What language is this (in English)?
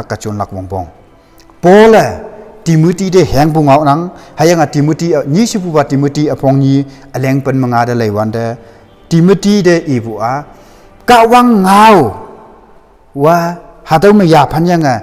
Konyak Naga